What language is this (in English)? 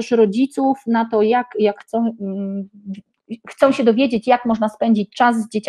Polish